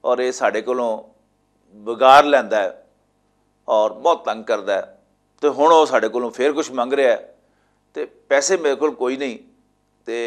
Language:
Western Panjabi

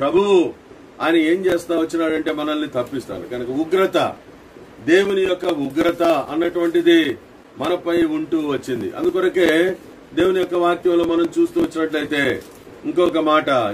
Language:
Telugu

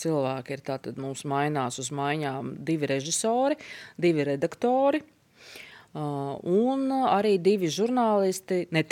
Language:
Latvian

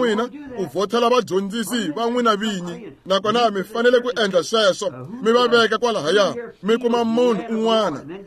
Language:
Tsonga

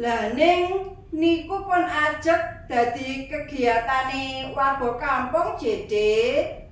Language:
Javanese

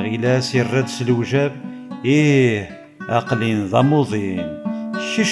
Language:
Kabyle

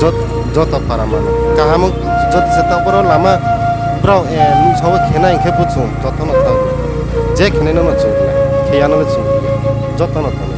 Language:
Riang (India)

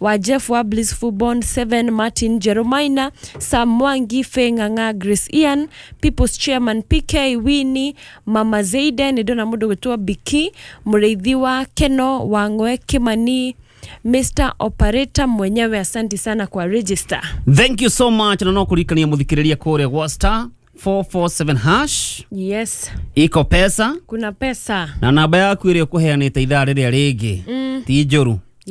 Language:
Kikuyu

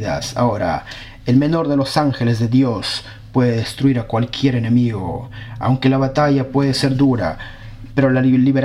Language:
Spanish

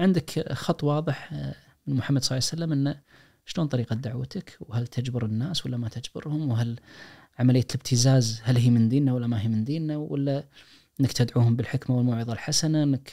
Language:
Najdi Arabic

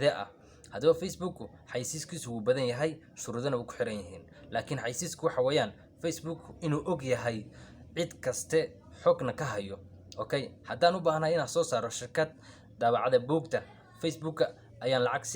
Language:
Somali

